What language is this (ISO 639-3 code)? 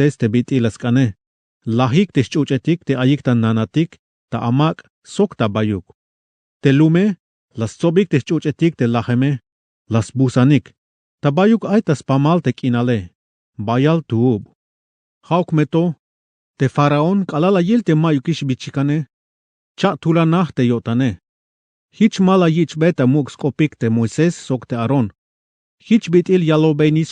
tzh